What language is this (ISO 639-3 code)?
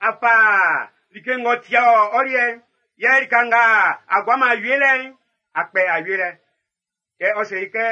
bci